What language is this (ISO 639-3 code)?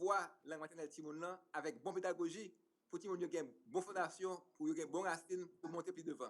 hat